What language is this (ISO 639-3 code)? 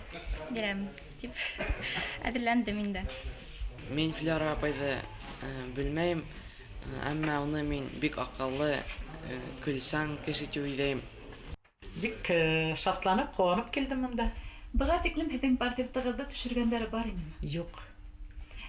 bak